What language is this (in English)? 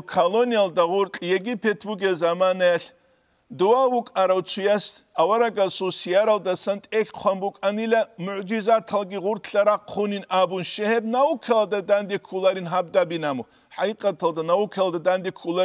Avaric